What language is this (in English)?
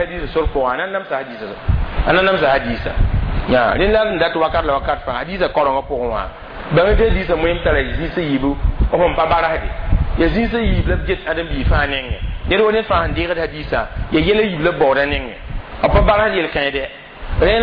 Mossi